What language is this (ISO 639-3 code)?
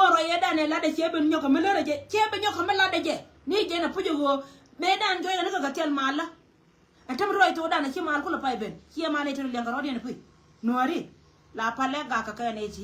nus